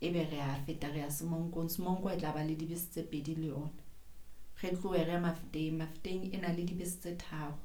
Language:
Southern Sotho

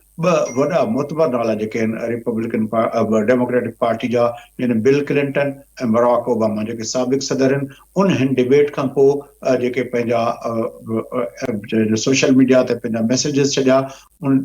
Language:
Sindhi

